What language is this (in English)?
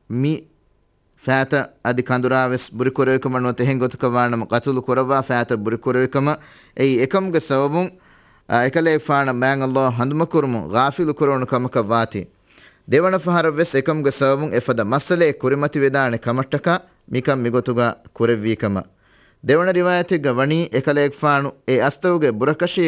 Divehi